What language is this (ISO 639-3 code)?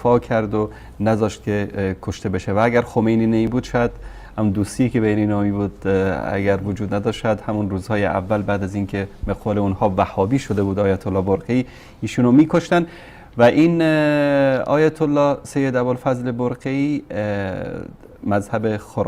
fas